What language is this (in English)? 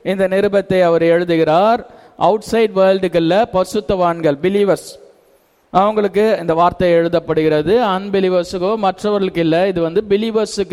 Tamil